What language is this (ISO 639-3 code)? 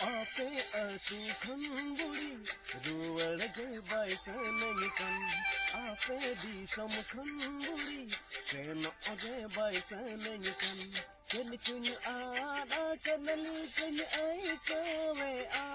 sat